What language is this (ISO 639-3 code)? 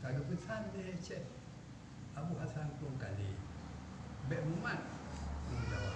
ace